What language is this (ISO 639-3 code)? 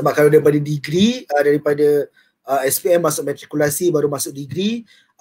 msa